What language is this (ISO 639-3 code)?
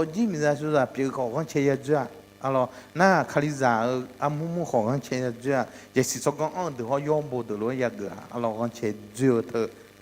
ahk